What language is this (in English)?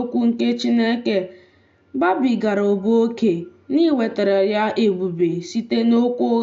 Igbo